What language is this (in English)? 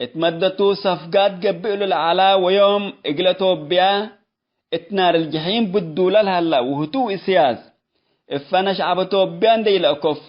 Tigre